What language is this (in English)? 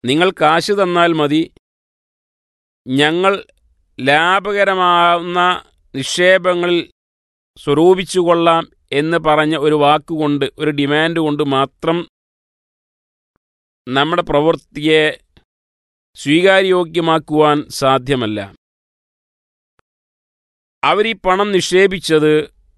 Malayalam